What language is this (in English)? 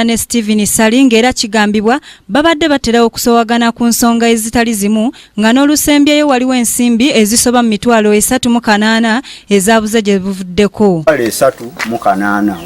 Ganda